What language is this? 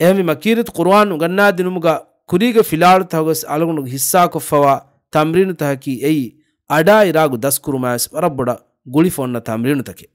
Divehi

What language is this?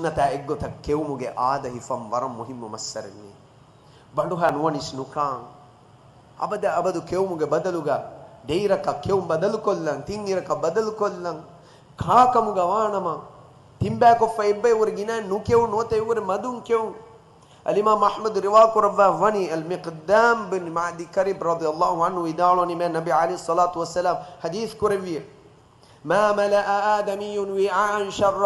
Divehi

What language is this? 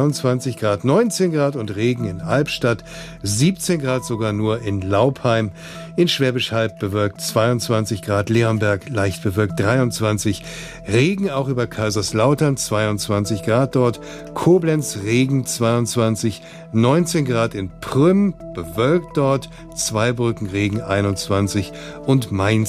German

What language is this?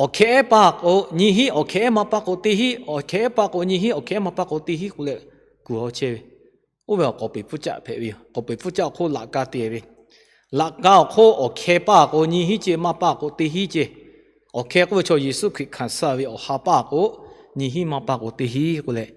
Lahu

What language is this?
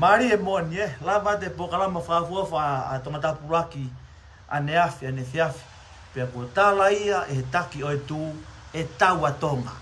Tongan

